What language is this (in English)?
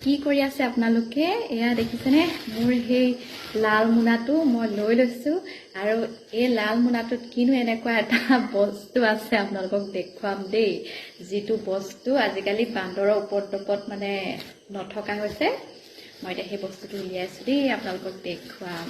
Assamese